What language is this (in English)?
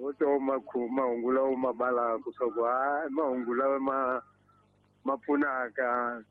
Tsonga